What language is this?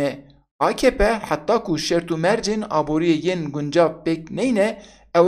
Kurdish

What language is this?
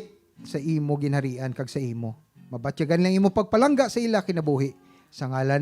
Hiligaynon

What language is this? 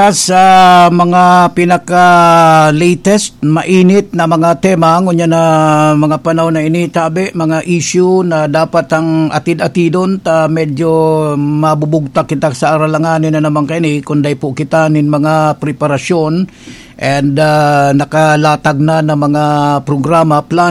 Bikol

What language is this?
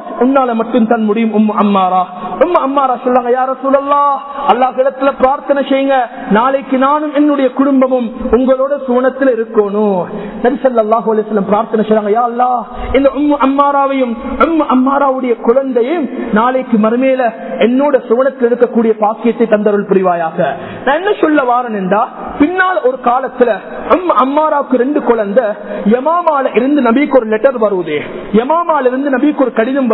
Tamil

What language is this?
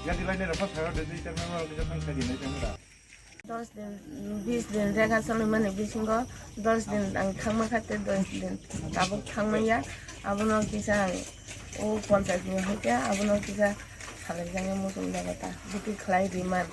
Kok Borok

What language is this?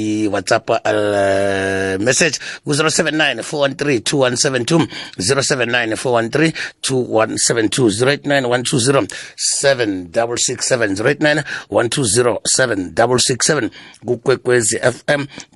South Ndebele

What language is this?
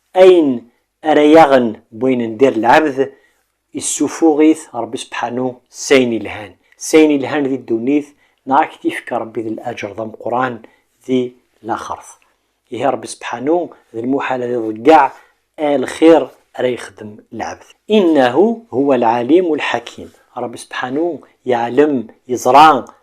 Kabyle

